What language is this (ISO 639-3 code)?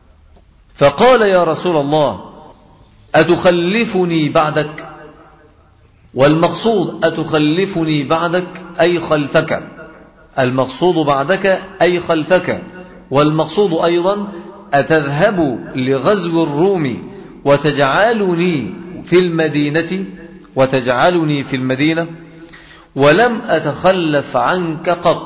ara